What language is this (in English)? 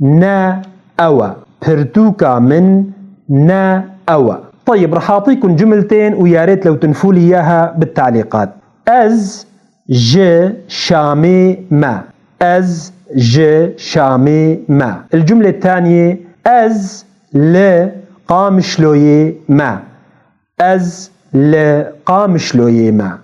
North Levantine Arabic